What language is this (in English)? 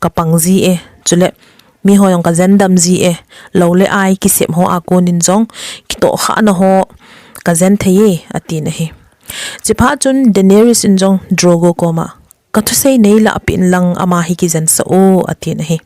Thado Chin